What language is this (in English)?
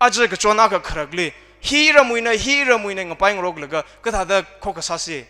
Tangkhul Naga (India)